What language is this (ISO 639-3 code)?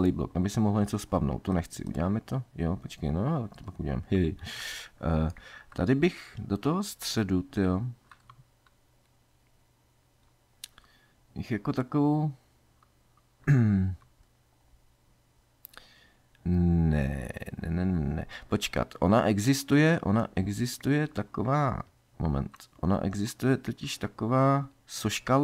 ces